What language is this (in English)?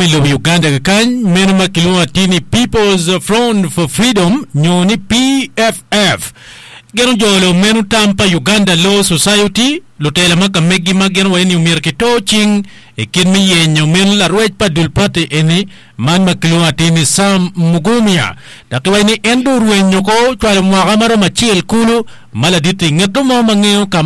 Acoli